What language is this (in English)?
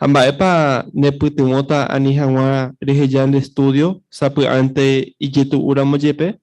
Guarani